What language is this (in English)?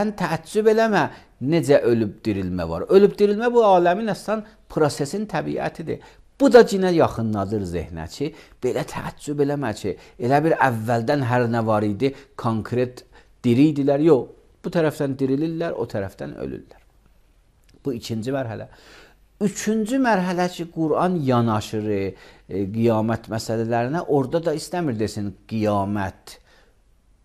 Azerbaijani